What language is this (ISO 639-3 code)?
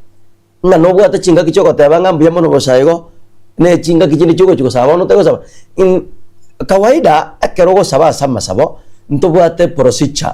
guz